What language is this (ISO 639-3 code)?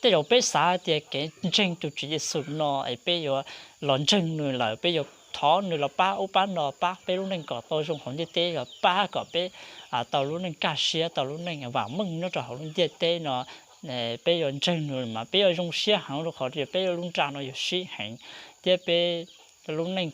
hmn